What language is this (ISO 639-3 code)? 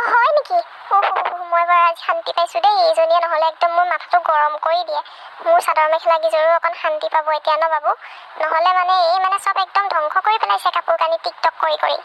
asm